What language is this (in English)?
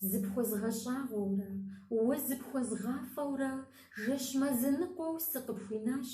Kabardian